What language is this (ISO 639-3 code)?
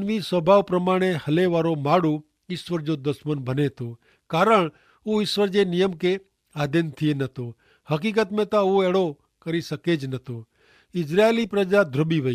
kfr